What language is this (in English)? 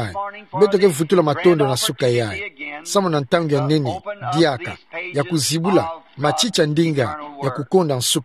Kituba (Democratic Republic of Congo)